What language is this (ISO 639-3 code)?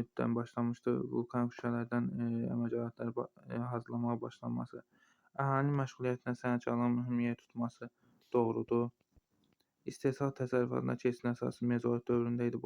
aze